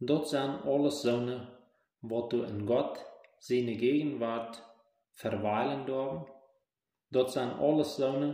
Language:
Plautdietsch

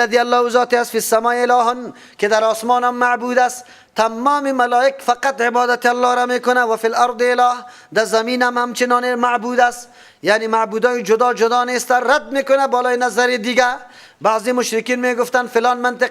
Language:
Persian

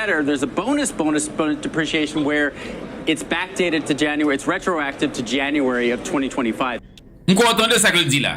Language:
Haitian Creole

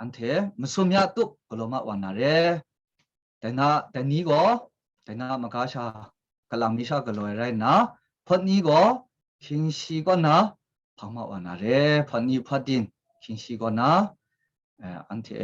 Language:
Kachin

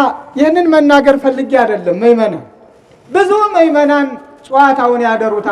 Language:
Amharic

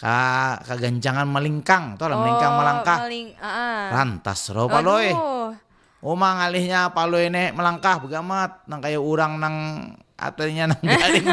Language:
Banjar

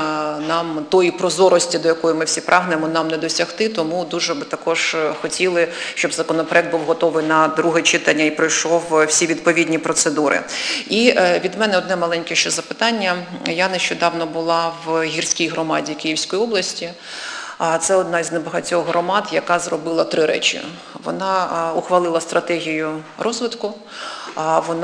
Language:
Ukrainian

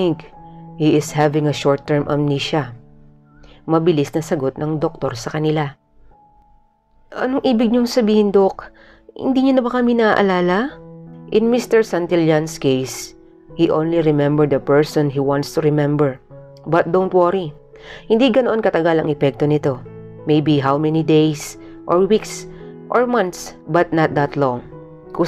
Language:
Filipino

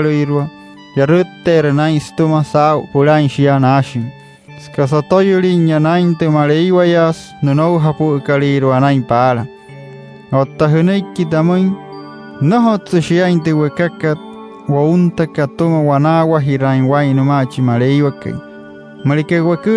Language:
Wayuu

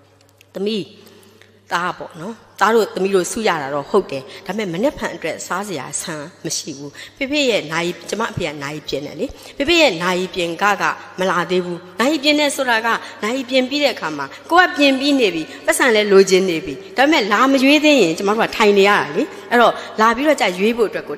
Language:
Burmese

